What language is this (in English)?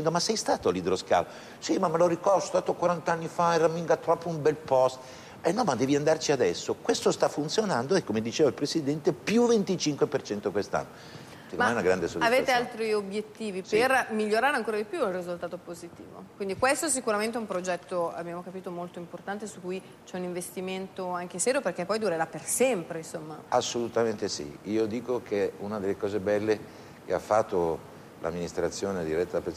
Italian